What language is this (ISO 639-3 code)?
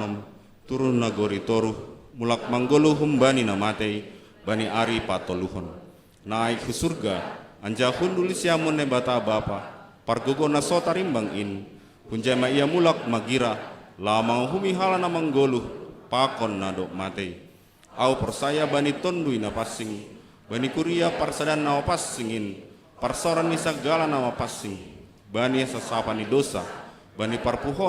bts